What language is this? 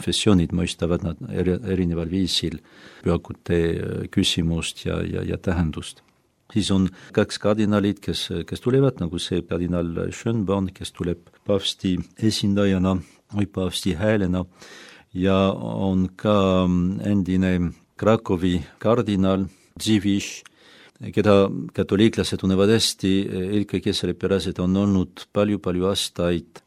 Estonian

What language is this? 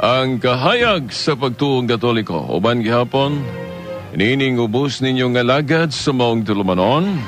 Cebuano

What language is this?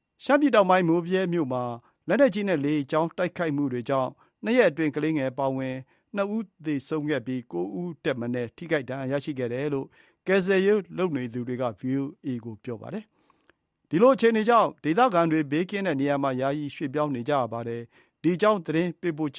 Burmese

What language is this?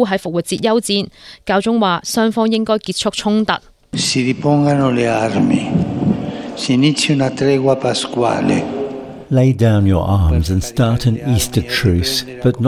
Cantonese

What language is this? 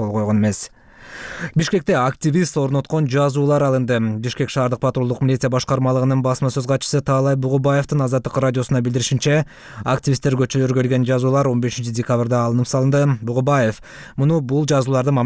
Kyrgyz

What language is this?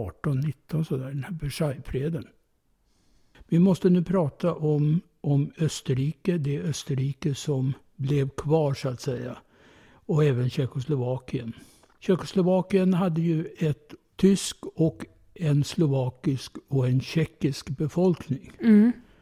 Swedish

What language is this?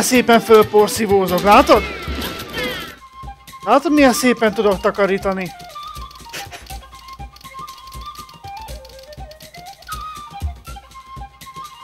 Hungarian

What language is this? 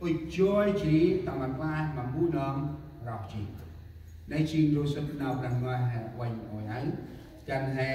Central Mnong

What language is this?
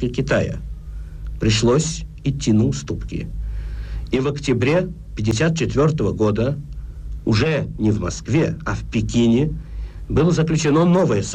Russian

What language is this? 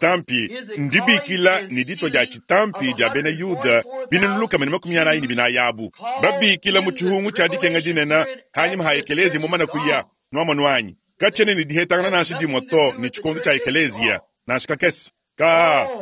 Luba-Lulua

